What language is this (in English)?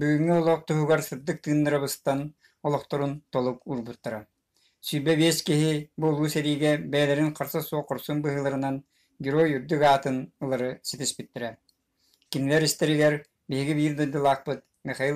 Yakut